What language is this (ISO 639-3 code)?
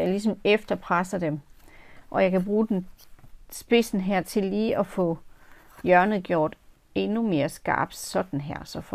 dan